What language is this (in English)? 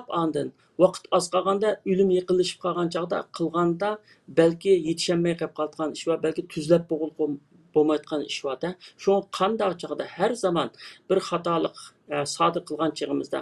Uyghur